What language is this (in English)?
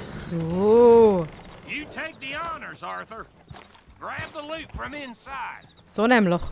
Swiss German